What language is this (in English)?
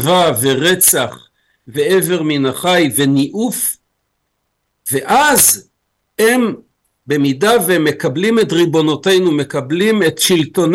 Hebrew